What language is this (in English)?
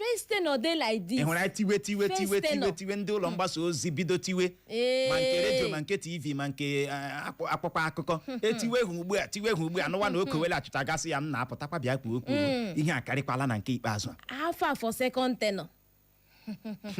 Igbo